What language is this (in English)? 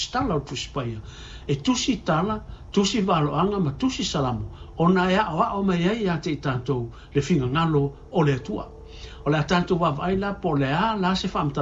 Samoan